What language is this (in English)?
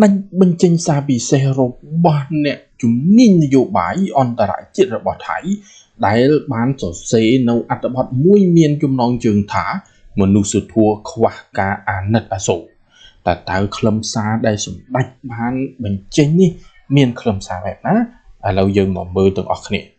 Khmer